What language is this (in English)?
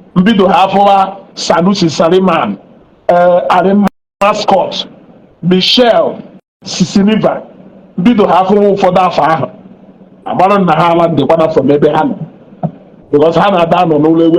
Igbo